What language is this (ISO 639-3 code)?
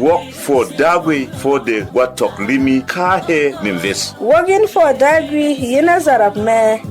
bom